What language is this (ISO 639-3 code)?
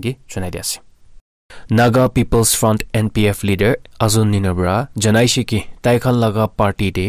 nag